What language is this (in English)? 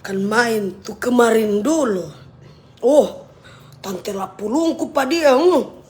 Manado Malay